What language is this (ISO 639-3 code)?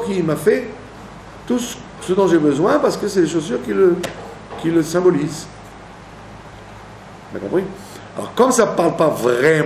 fra